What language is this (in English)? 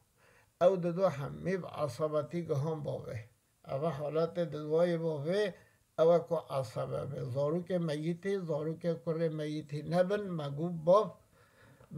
Kurdish